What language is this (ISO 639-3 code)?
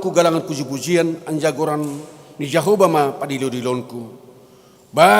bts